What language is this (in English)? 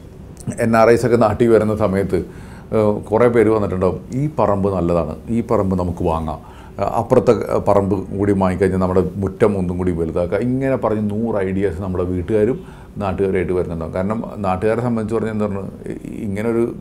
Malayalam